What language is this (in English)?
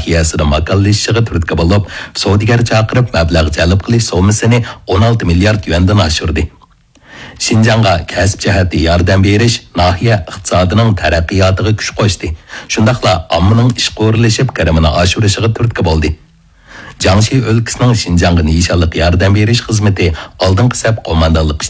Uyghur